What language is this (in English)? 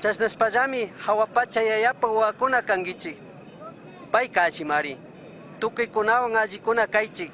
Chimborazo Highland Quichua